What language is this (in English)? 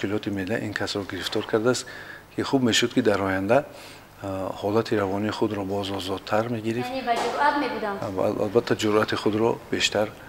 Tajik